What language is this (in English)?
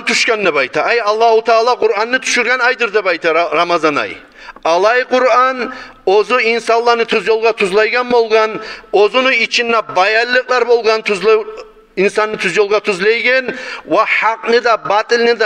Kumyk